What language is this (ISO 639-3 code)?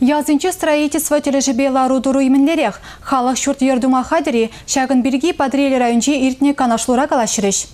chv